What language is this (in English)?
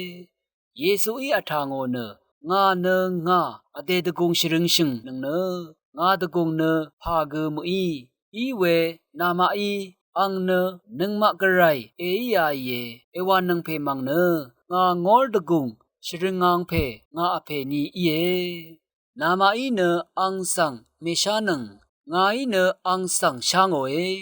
Rawang